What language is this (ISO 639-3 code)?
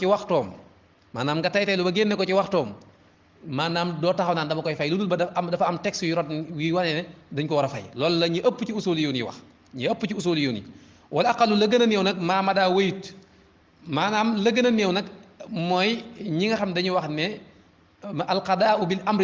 wol